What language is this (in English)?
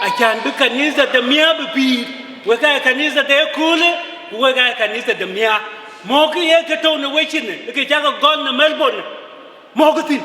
Dinka